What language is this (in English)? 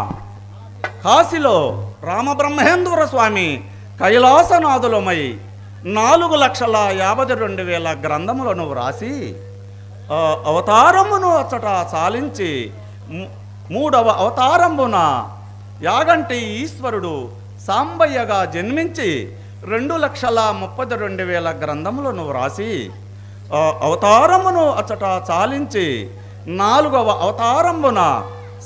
Telugu